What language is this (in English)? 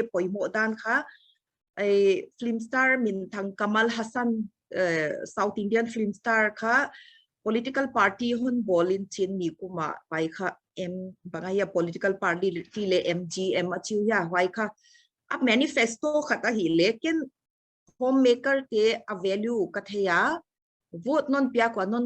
Paite Chin